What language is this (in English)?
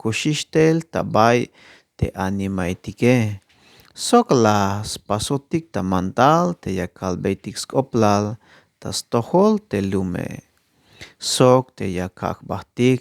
Tzeltal